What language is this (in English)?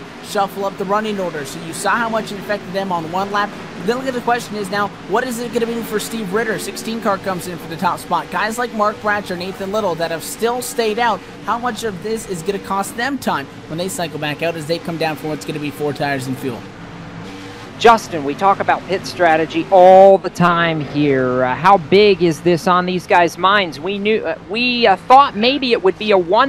English